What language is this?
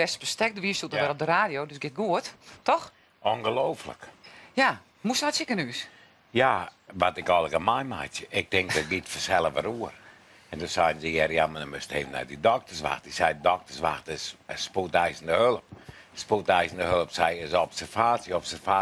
Western Frisian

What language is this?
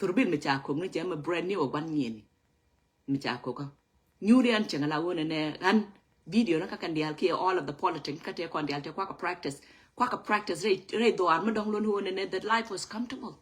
Nuer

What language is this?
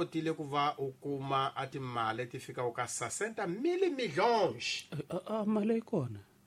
Tsonga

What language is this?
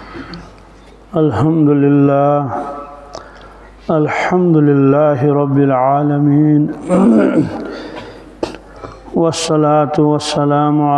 Kashmiri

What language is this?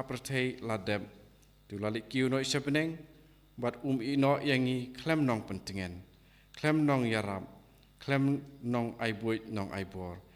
Khasi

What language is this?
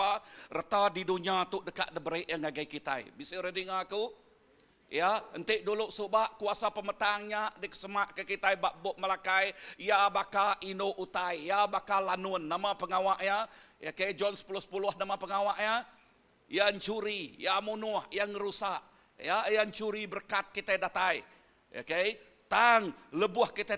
Iban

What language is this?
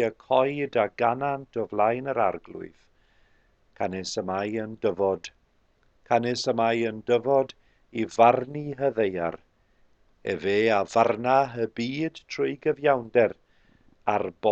Welsh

